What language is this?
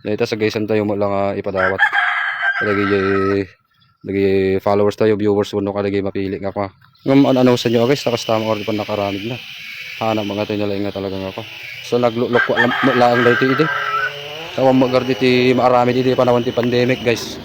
Iloko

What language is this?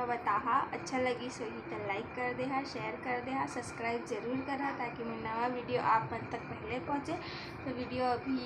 Chhattisgarhi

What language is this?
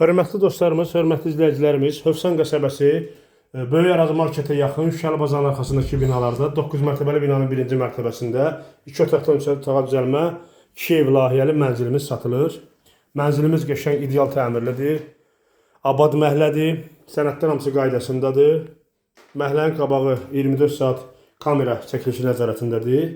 Azerbaijani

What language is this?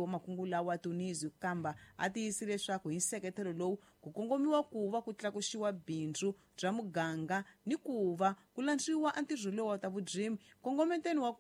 Tsonga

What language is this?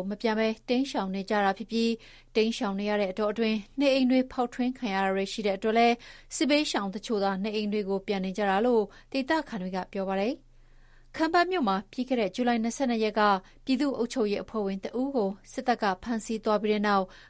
Burmese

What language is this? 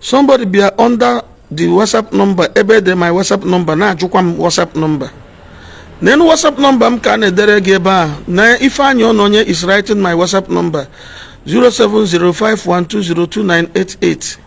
Igbo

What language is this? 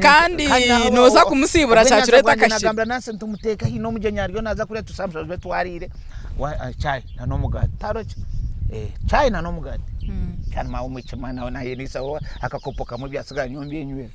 Nyankole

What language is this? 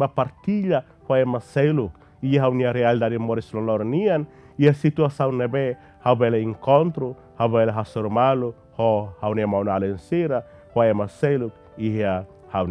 Tetum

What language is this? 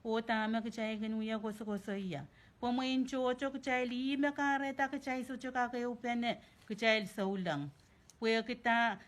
Pohnpeian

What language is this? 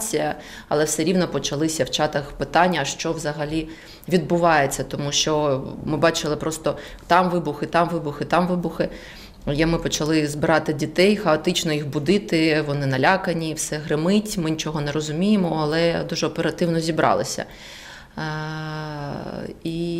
Ukrainian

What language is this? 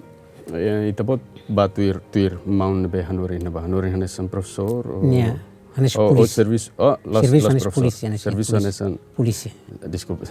Tetum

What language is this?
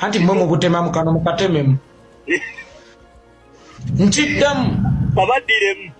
Ganda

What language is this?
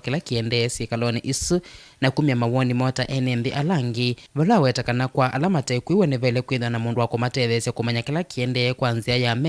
Kamba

